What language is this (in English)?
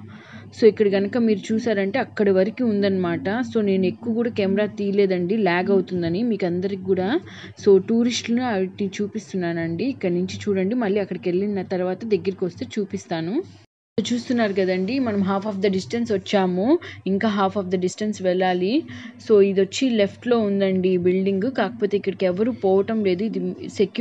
Telugu